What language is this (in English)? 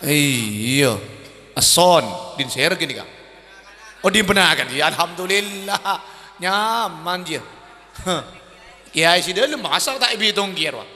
Madurese